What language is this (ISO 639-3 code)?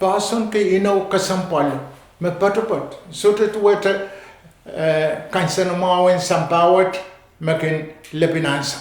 pon